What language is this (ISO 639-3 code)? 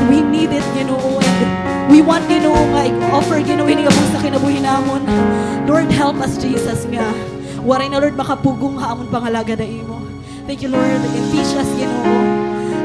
war